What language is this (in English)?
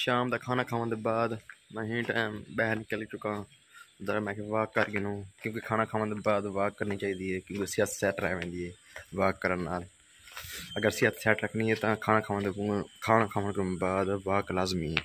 Saraiki